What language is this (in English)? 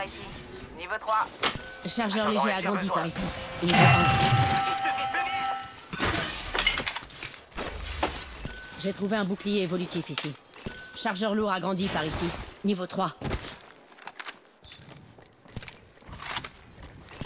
French